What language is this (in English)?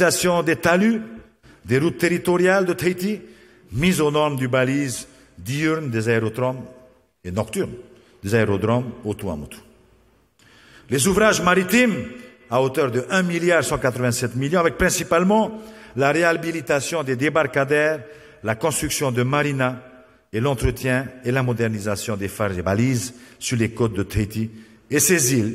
French